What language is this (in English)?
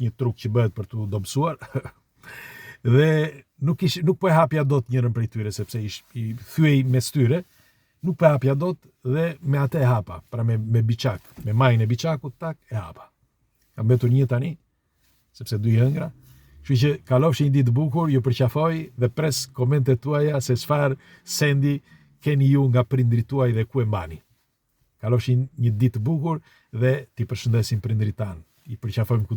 Albanian